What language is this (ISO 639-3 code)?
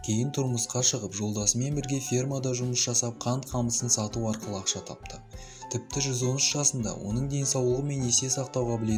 kaz